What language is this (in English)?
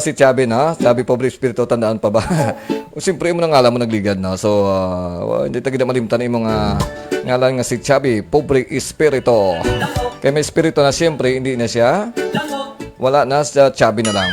Hiligaynon